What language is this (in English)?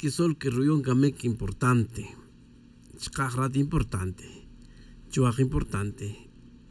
Tz'utujil